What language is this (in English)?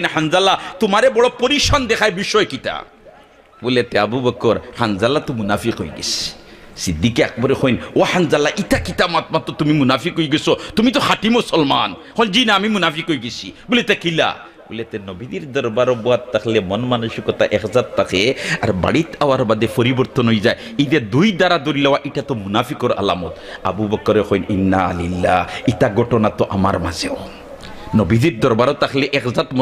Sylheti